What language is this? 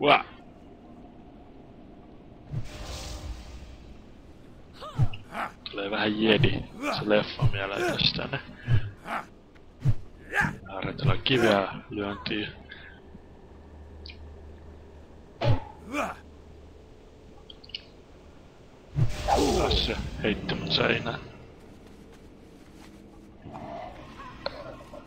Finnish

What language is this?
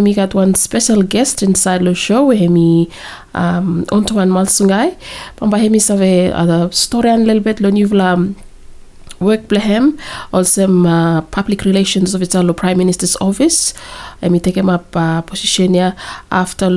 Bislama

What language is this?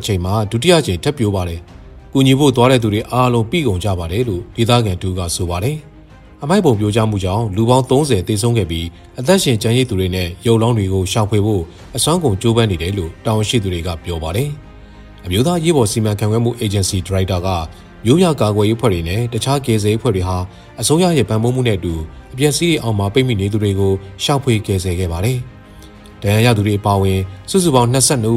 Burmese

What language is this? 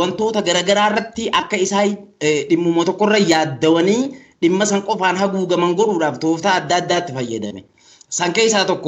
Oromo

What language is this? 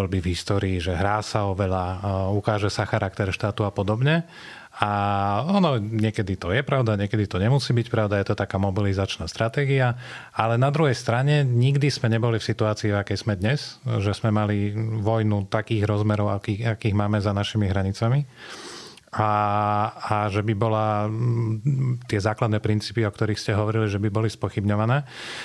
Slovak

